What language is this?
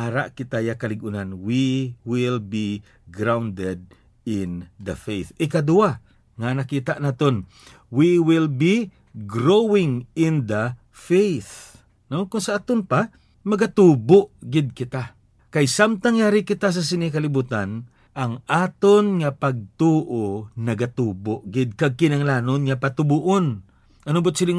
Hiligaynon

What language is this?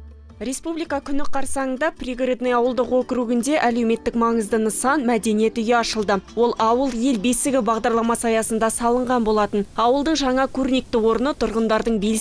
Kazakh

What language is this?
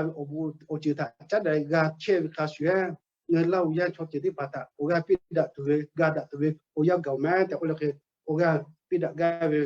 Lahu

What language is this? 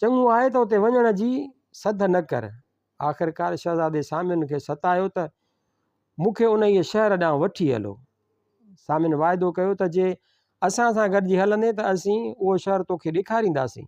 Sindhi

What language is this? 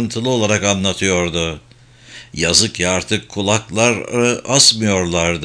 Turkish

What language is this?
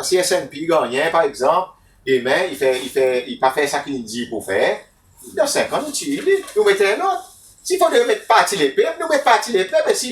Seselwa Creole French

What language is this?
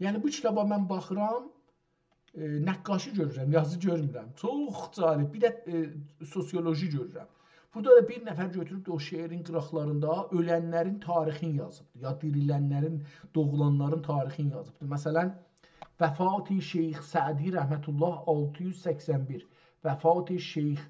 South Azerbaijani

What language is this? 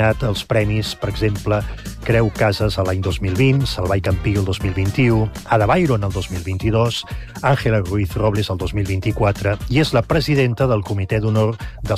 Catalan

